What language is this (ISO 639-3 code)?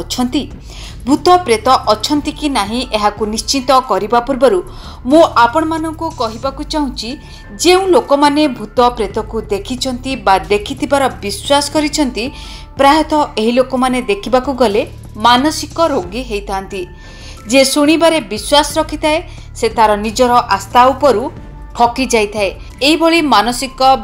ori